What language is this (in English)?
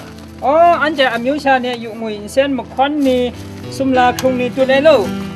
Kachin